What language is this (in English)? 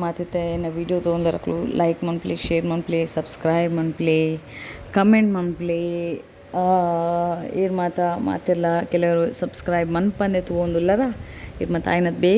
Tulu